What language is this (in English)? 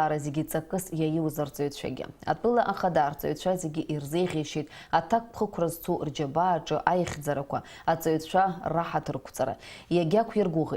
Abkhazian